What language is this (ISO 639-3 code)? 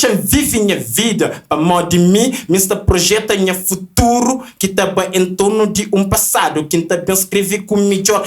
kea